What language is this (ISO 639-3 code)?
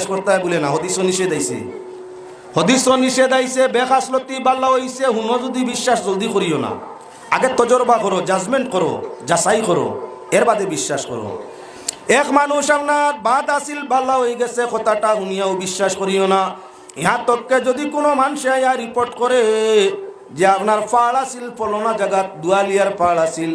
syl